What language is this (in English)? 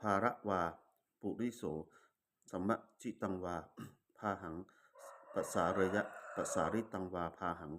Pali